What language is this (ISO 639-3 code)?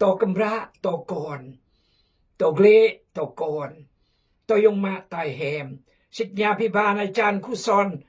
kjg